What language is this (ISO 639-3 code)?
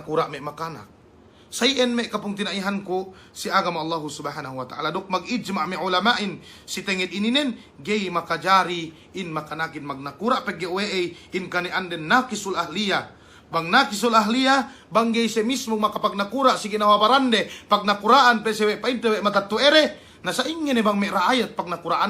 yka